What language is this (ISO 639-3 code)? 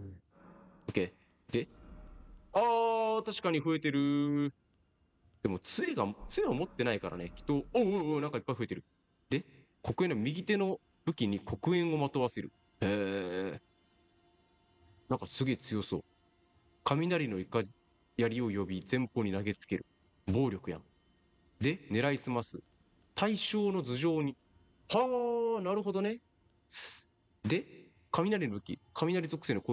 jpn